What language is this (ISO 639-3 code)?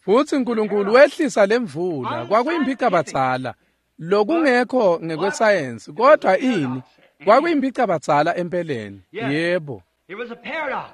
ssw